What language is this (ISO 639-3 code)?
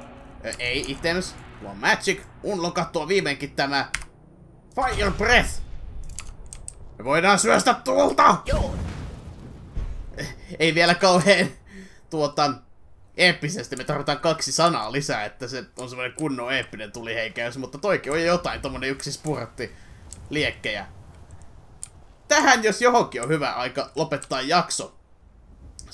fin